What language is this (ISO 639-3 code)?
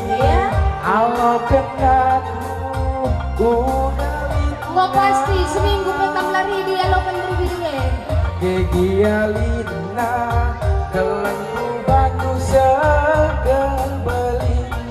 btx